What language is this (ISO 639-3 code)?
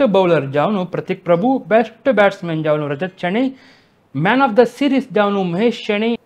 kok